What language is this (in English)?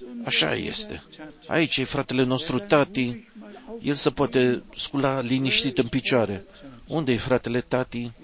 Romanian